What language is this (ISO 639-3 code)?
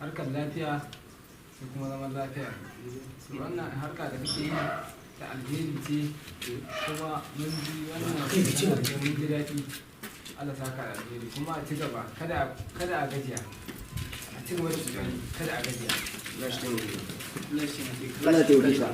hau